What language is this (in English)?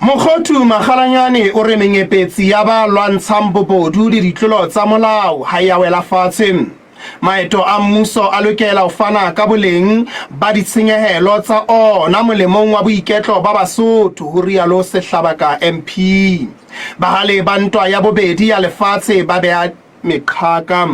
Southern Sotho